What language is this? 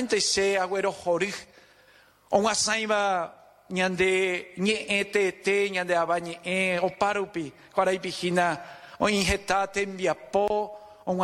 Guarani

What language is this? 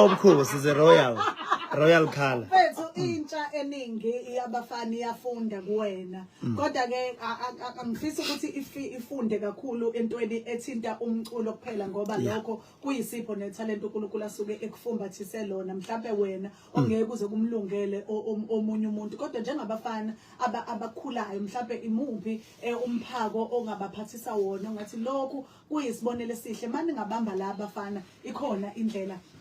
Zulu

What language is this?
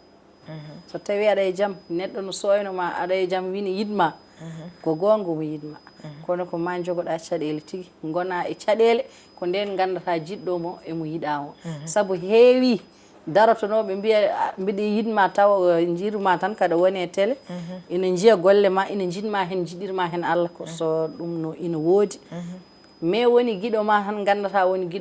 Fula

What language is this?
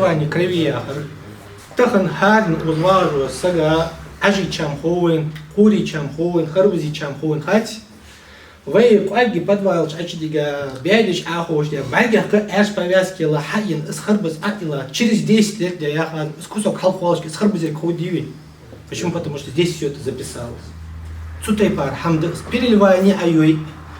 Ingush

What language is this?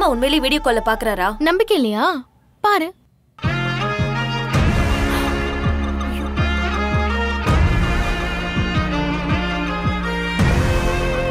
Tamil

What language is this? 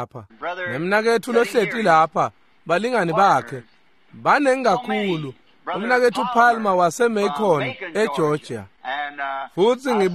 Swati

